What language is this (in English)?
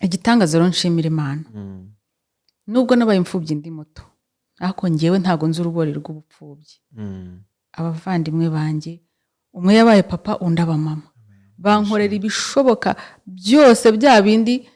Kinyarwanda